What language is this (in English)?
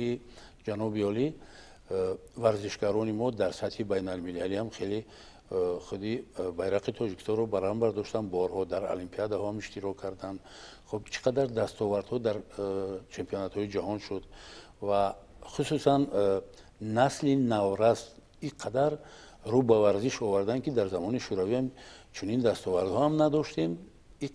Tajik